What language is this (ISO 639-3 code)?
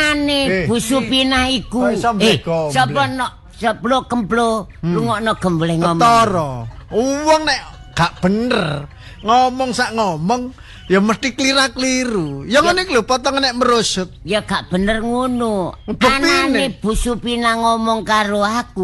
jav